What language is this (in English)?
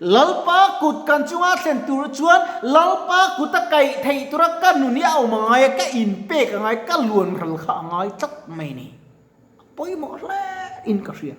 Mizo